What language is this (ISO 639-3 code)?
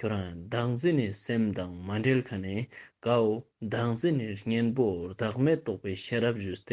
lbj